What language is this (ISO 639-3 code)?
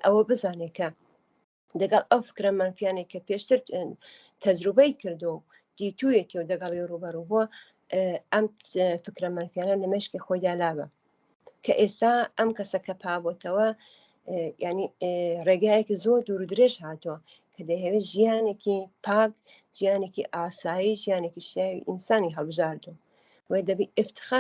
ckb